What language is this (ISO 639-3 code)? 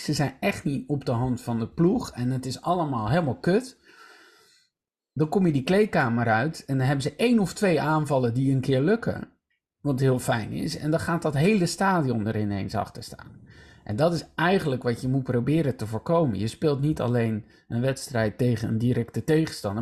nld